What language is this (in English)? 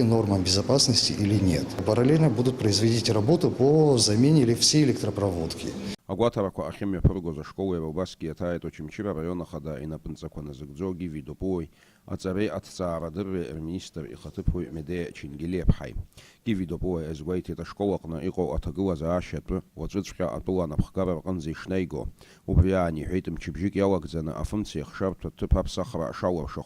Abkhazian